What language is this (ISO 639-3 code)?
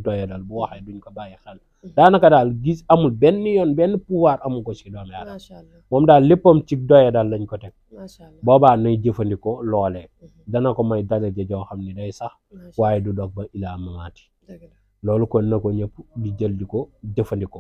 wol